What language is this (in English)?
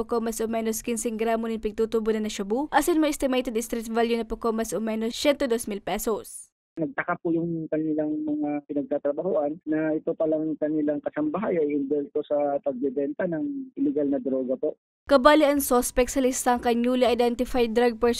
Bikol